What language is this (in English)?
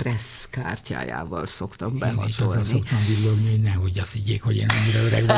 Hungarian